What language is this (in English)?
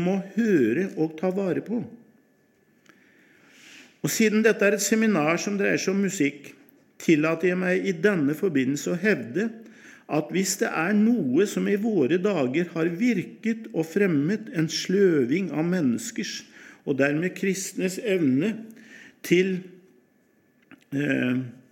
Norwegian